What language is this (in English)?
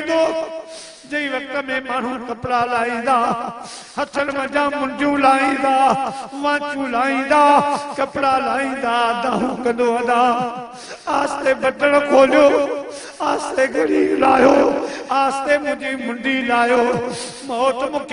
Sindhi